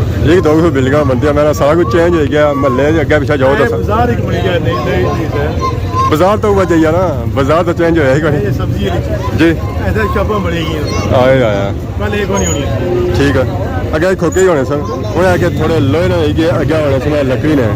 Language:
Pahari-Potwari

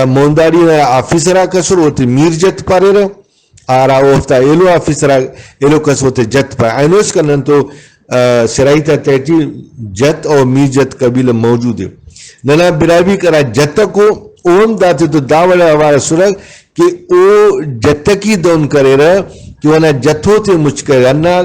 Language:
Brahui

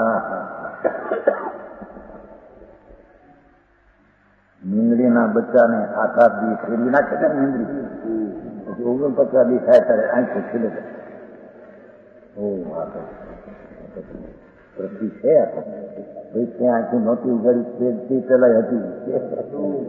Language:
Gujarati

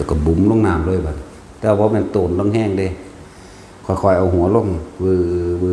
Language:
Northeastern Thai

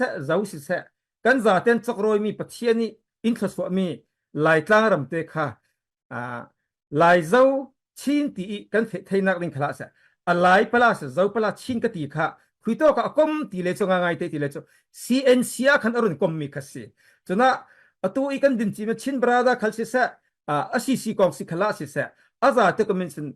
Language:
Falam Chin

